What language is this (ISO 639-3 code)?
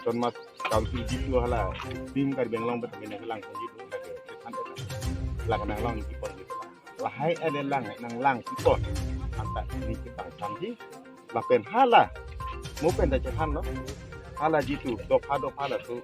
mjw